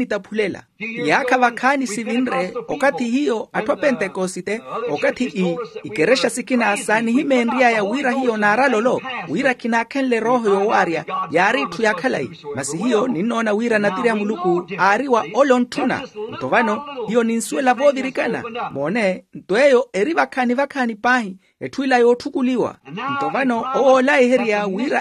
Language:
Makhuwa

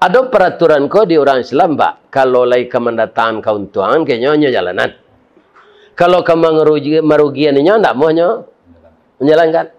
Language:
Minangkabau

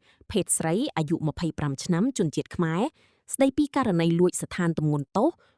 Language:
Khmer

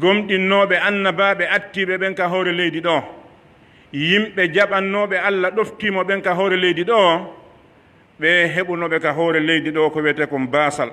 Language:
Pular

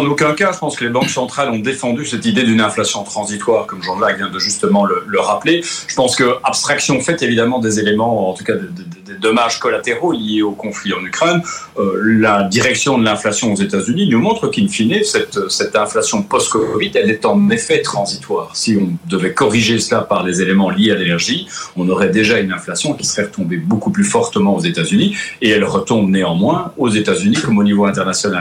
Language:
French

